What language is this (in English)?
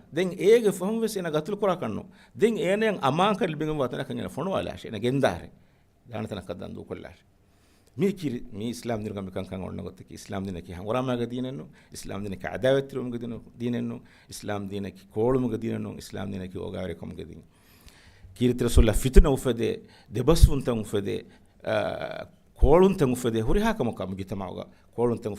Divehi